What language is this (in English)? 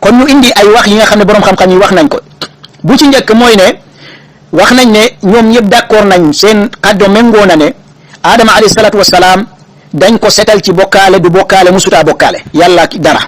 Wolof